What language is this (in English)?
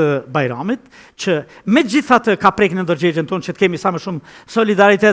Albanian